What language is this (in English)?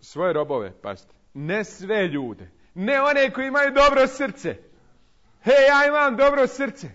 Bosnian